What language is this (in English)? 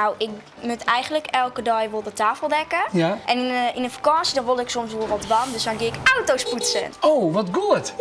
Western Frisian